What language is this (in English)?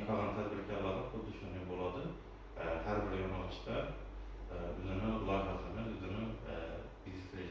Uzbek